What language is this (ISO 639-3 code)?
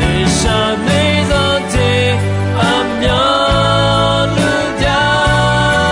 ahk